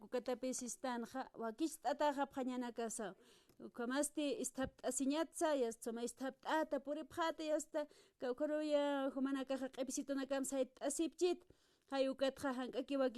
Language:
Aymara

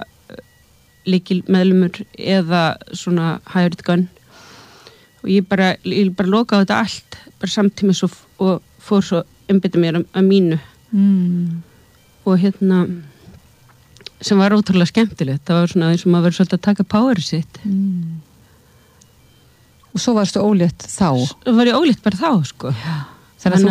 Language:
Icelandic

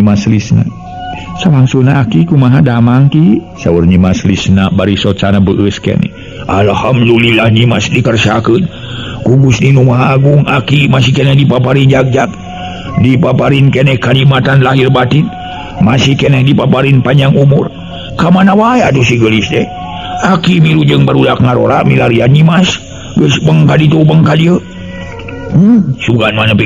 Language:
Sundanese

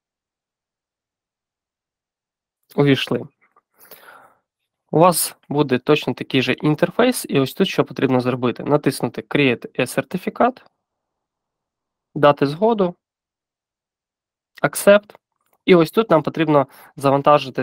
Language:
Ukrainian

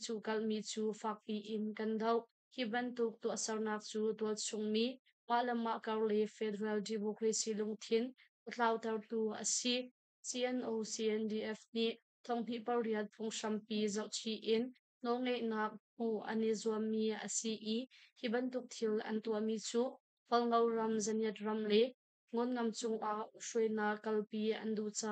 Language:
Hakha Chin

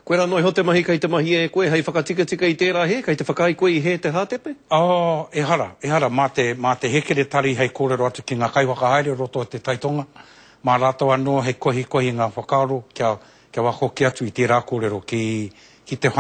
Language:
Māori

